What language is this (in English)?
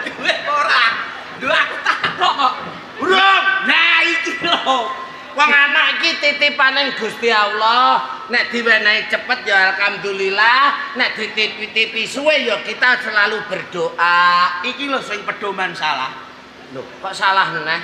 Javanese